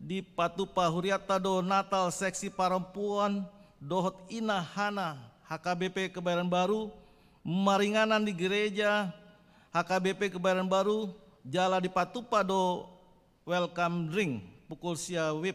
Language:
Batak Toba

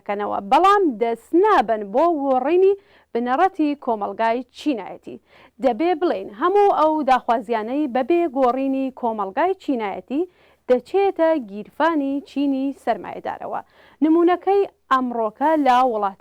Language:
Central Kurdish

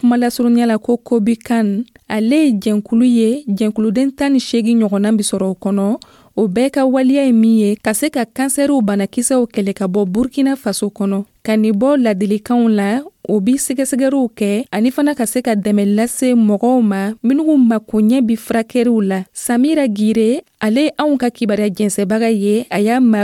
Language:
Dyula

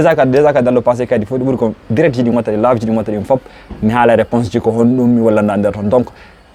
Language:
Fula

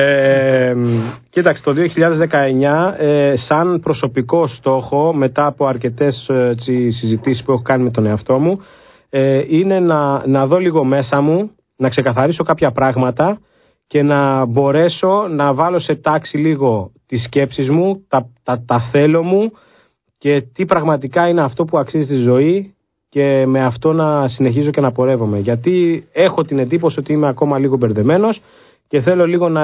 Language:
Greek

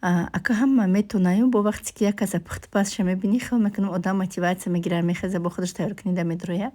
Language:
Tajik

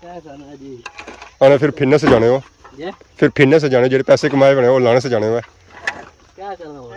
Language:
Pahari-Potwari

